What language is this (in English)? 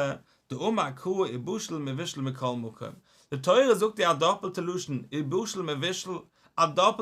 Yiddish